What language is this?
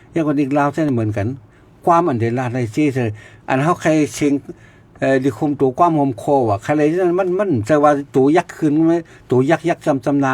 Shan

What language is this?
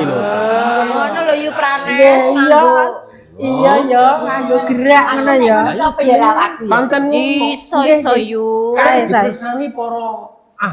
Javanese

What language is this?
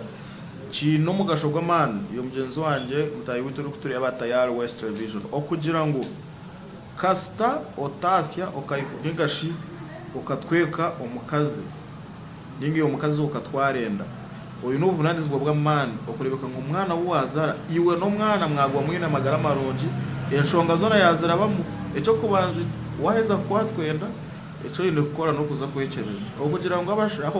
Nyankole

